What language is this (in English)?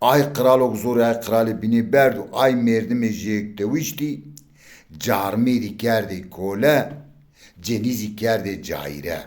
Zaza